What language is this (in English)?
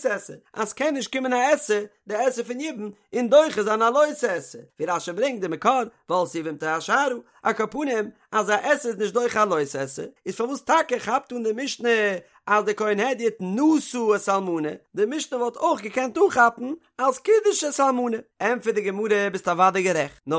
Yiddish